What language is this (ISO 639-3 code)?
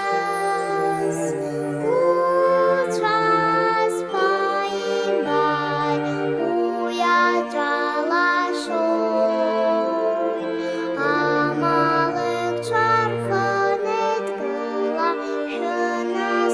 abk